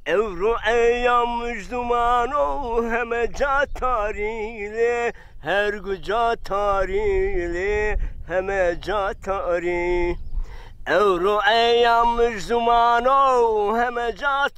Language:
Zaza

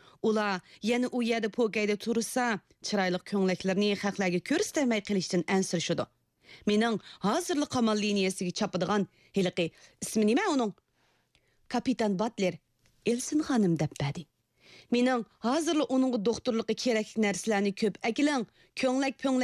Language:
Uyghur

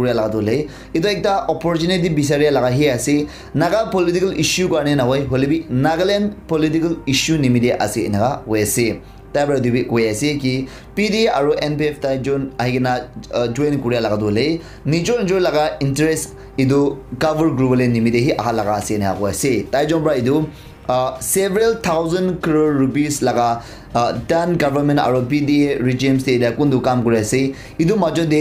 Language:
Naga Pidgin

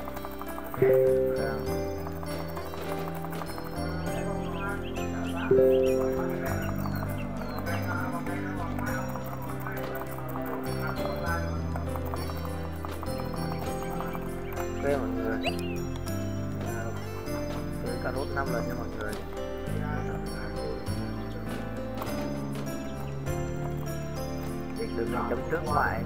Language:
Vietnamese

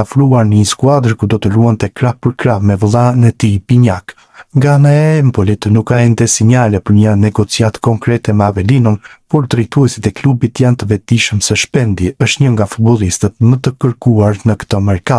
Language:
Albanian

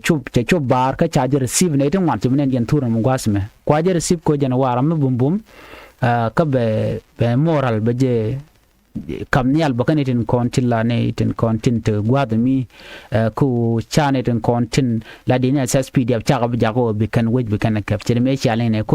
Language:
Nuer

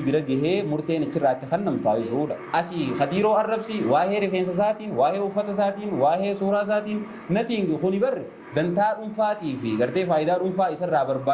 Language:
Oromo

